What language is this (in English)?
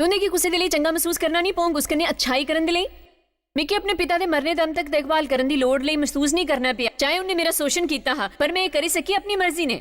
Dogri